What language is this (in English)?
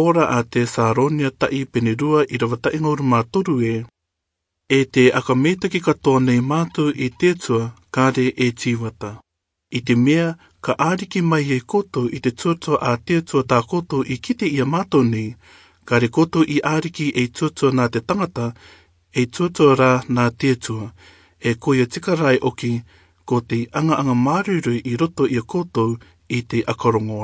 Rarotongan